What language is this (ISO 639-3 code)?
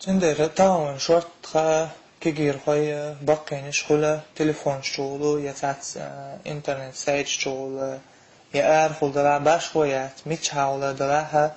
che